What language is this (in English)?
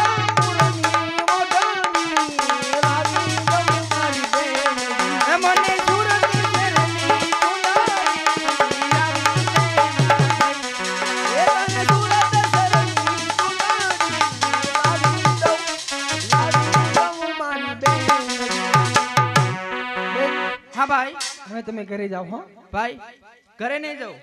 Gujarati